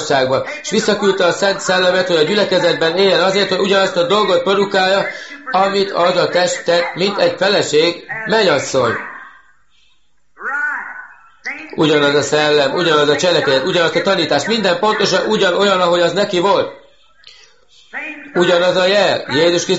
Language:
Hungarian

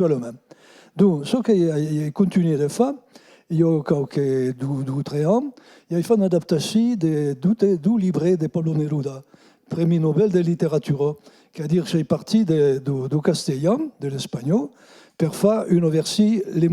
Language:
Occitan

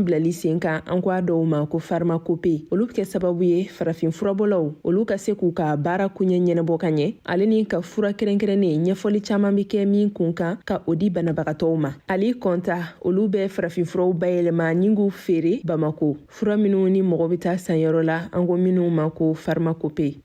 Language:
Bambara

